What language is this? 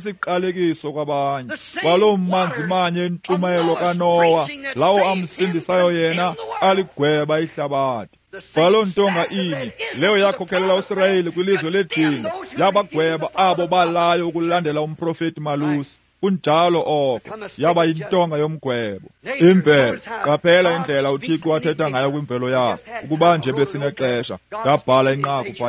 Xhosa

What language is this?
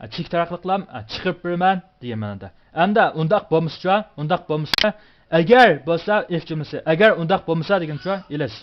Uyghur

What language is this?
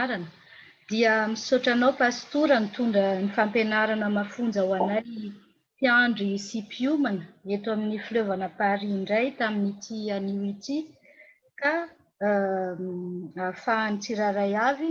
Malagasy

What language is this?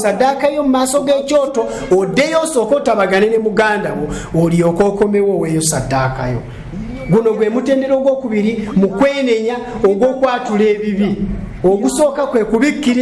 Ganda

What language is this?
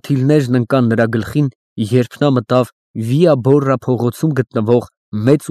Armenian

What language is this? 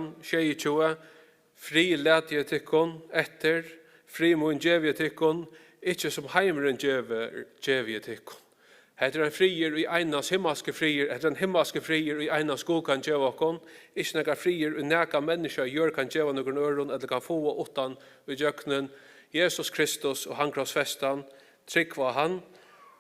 Faroese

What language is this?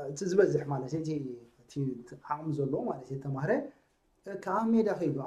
Tigrinya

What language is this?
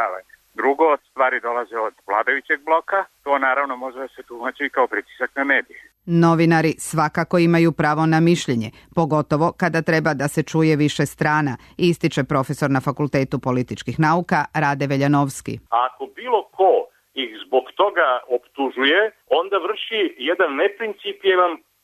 Serbian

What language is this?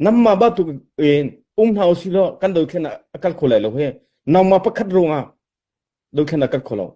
Hakha Chin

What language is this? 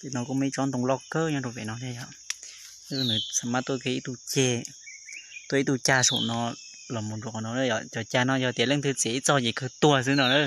Hmong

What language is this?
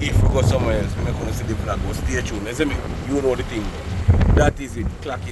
Jamaican Creole English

